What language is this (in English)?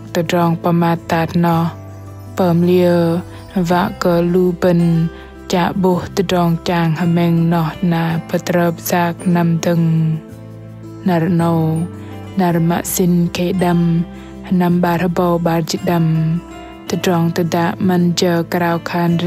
Bahnar